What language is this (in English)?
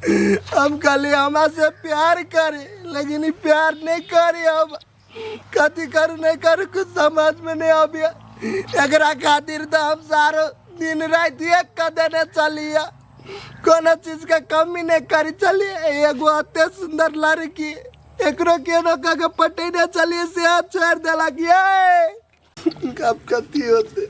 Maithili